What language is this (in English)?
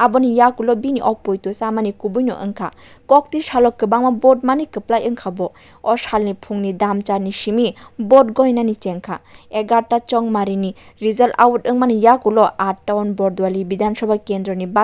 Kok Borok